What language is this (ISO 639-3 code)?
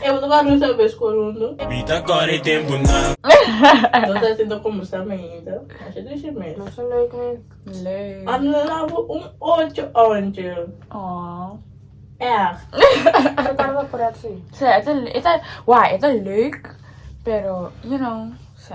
pap